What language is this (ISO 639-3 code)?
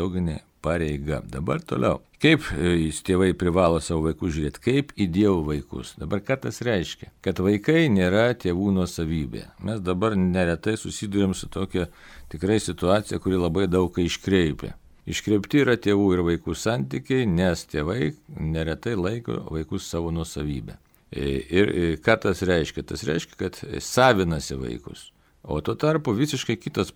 lit